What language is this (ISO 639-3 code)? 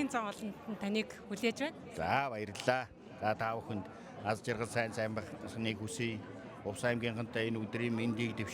mon